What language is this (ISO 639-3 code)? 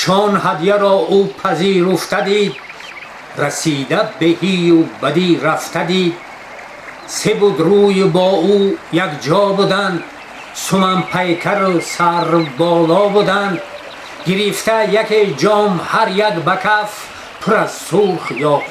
tgk